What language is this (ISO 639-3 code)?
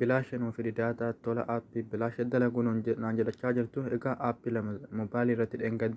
orm